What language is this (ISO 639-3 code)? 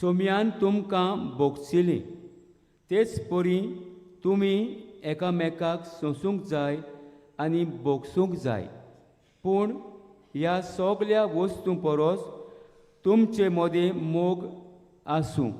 kok